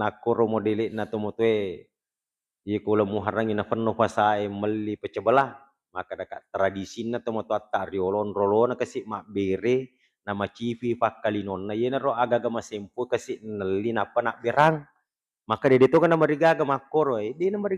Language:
Buginese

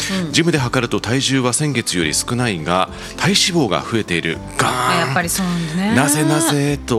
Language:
Japanese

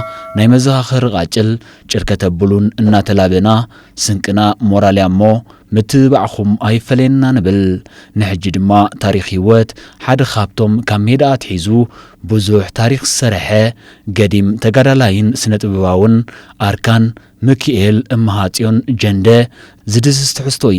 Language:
Tigrinya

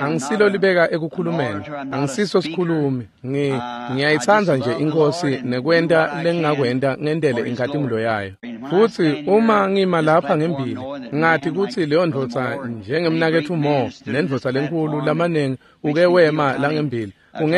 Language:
Swati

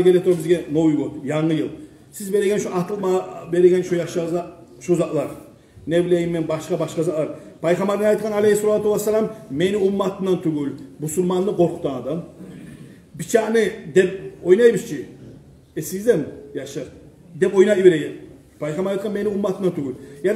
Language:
Kumyk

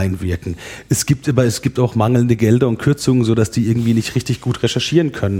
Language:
German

